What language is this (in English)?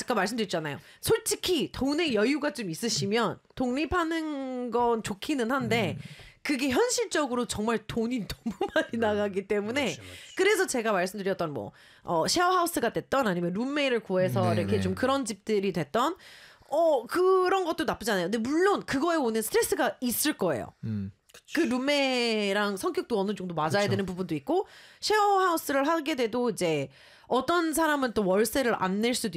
Korean